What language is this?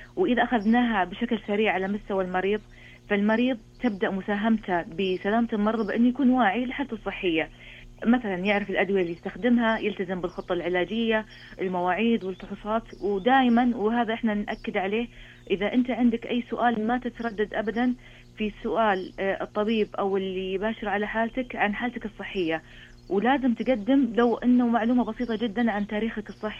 Najdi Arabic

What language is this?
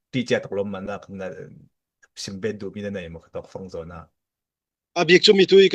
Falam Chin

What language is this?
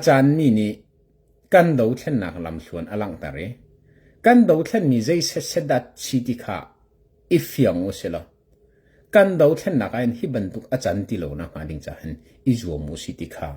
Hakha Chin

